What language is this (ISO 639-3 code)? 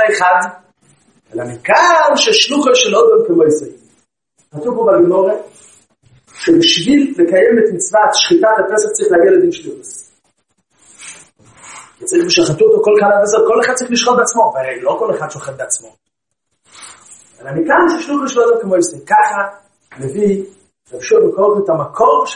heb